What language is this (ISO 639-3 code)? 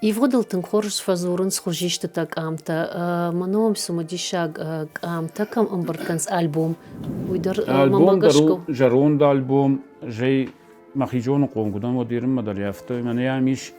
oss